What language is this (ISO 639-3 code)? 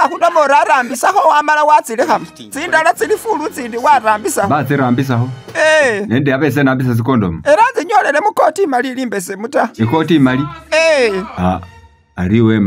myx